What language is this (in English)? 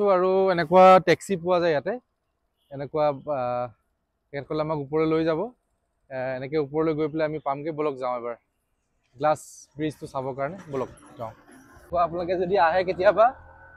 Assamese